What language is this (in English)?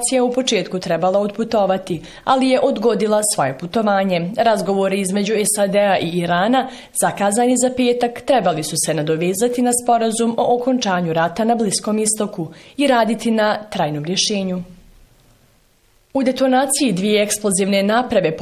Bosnian